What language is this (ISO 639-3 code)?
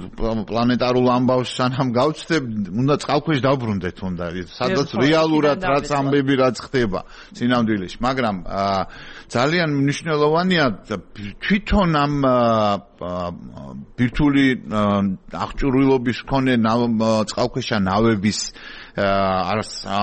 kat